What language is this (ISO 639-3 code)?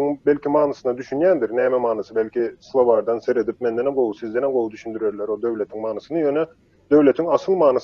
tuk